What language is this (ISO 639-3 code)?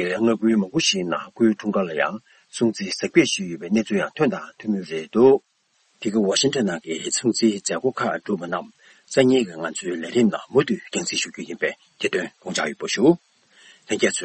bod